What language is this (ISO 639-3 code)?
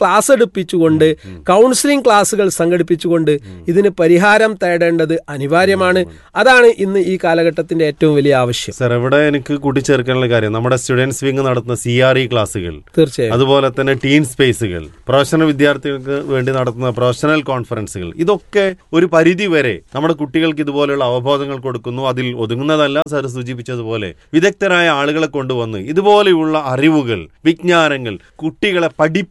mal